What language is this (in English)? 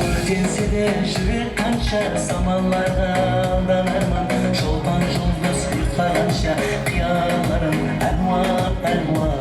Kara-Kalpak